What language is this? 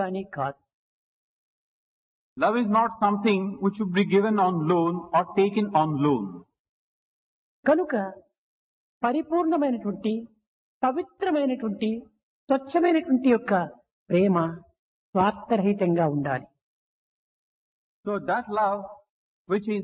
Telugu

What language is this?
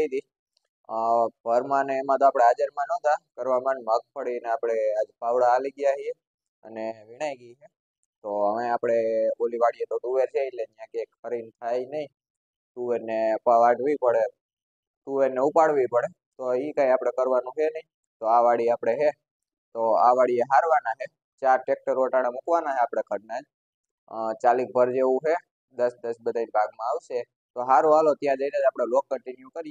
Gujarati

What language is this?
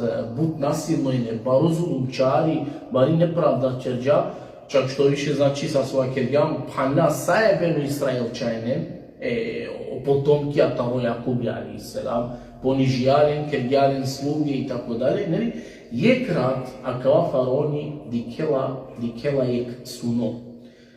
Balkan Romani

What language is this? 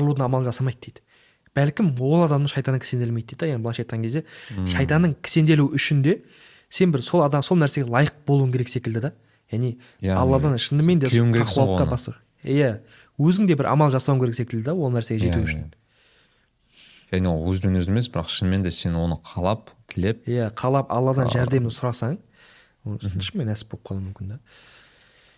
Kazakh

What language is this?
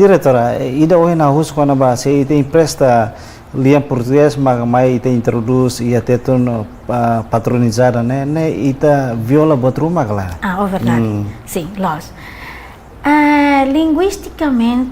Tetum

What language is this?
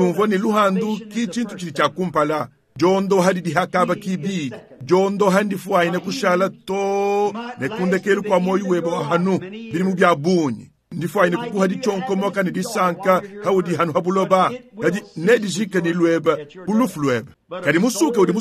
Luba-Lulua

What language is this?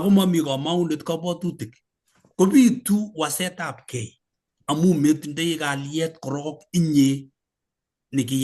Kalenjin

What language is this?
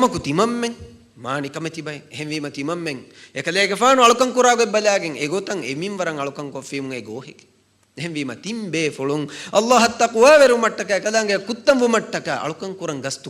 Divehi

